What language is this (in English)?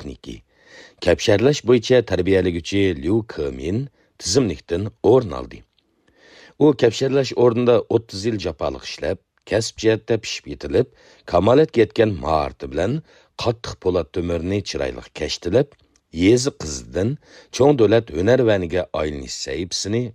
Uyghur